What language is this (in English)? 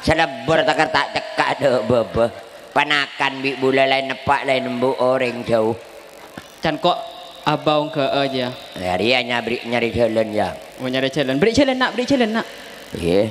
Madurese